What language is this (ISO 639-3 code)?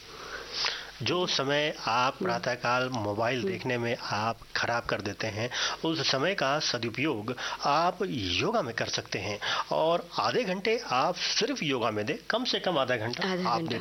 hin